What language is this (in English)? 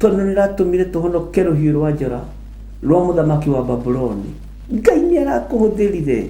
Kikuyu